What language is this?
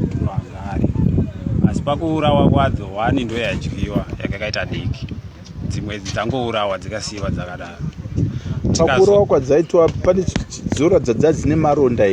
Shona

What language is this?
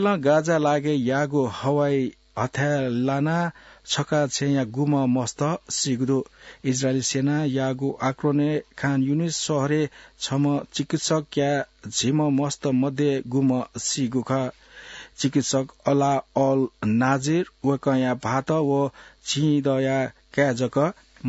Newari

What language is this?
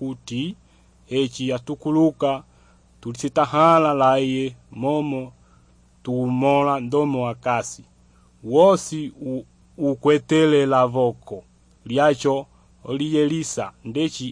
Umbundu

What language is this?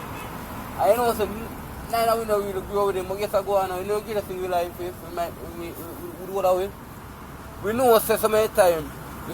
Jamaican Creole English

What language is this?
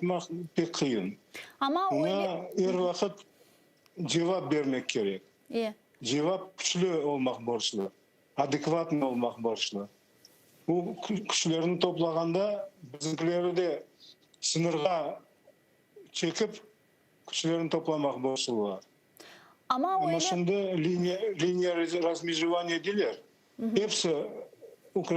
Crimean Tatar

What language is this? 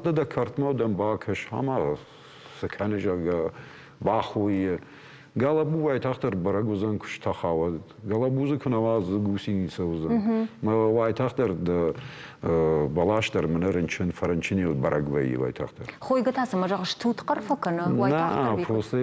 Ossetic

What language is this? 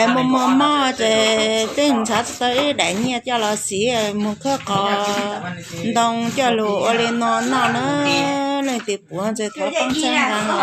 Hmong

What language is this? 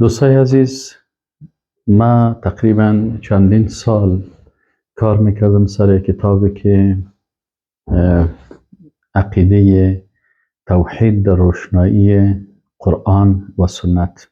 Persian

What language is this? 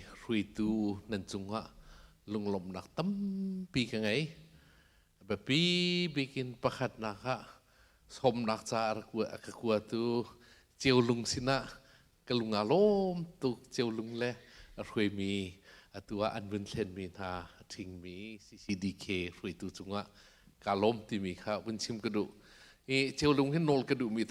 Hakha Chin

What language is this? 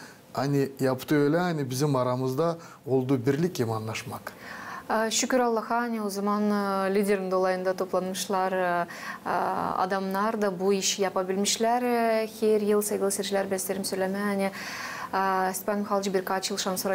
Gagauz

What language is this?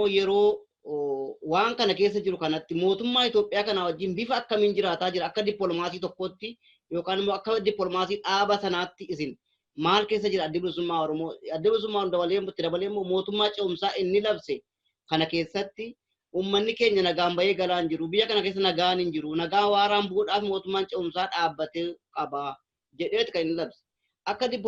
Oromo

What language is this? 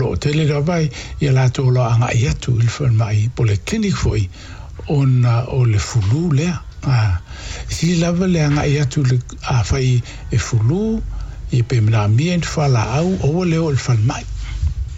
Samoan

